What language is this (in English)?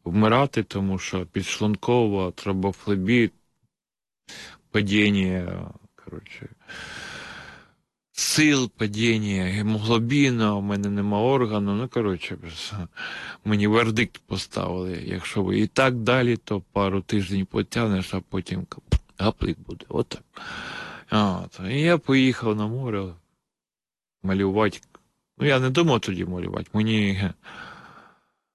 Ukrainian